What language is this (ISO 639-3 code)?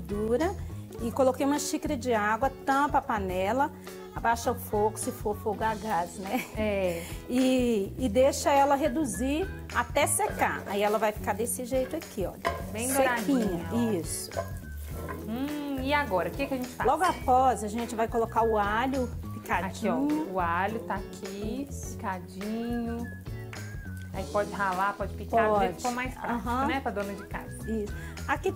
por